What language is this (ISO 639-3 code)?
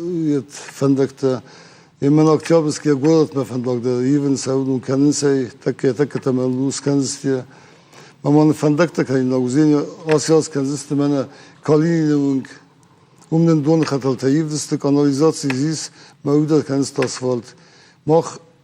oss